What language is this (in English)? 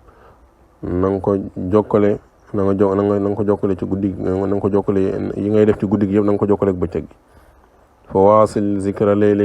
Wolof